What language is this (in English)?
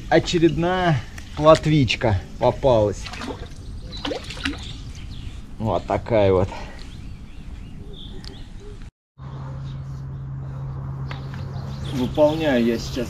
Russian